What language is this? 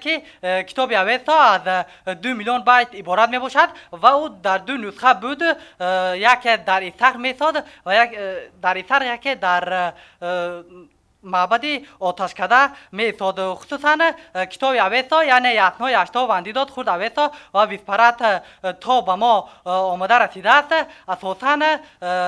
Tajik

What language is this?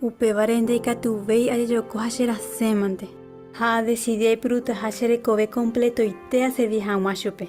Guarani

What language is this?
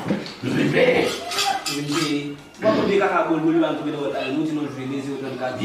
Haitian Creole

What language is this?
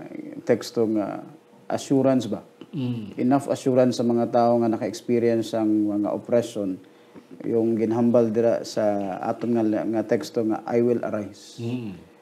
Hiligaynon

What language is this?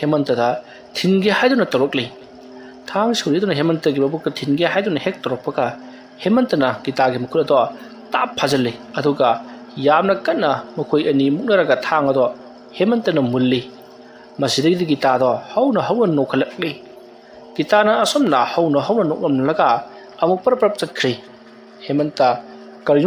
Manipuri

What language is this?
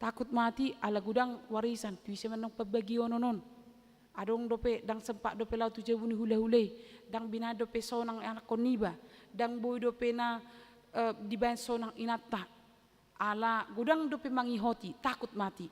Batak Toba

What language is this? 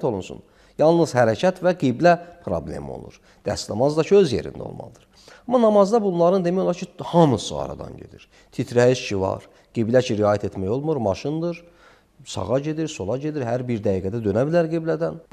Azerbaijani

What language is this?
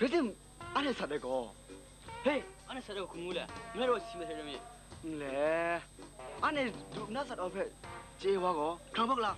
Kachin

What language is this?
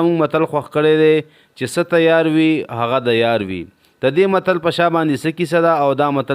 Pashto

